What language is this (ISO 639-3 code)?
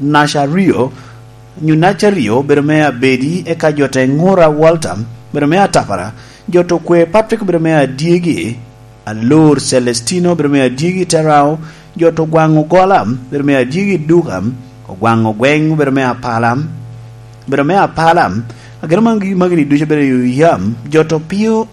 laj